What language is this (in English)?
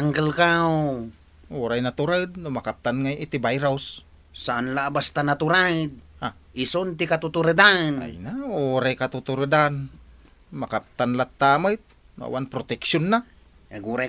Iloko